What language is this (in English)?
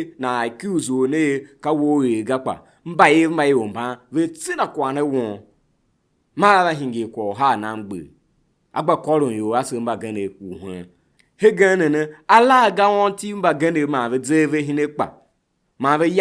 Tiv